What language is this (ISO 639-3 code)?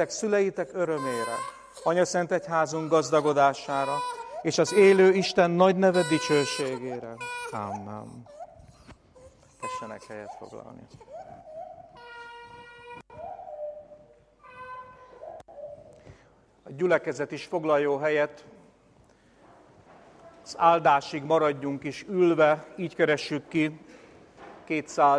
hun